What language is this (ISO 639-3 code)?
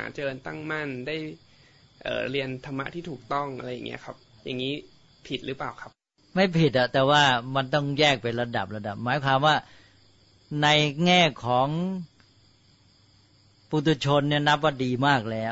tha